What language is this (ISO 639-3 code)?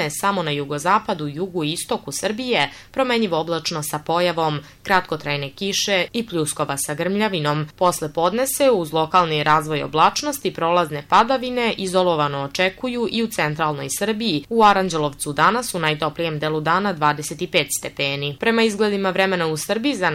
srp